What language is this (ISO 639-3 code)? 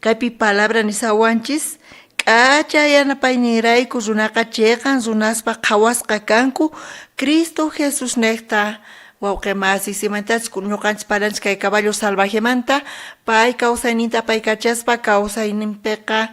quh